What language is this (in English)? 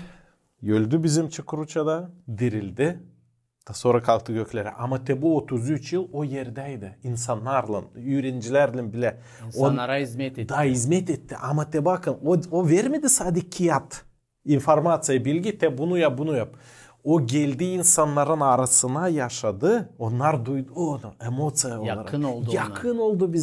Gagauz